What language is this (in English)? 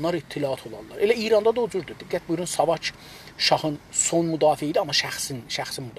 South Azerbaijani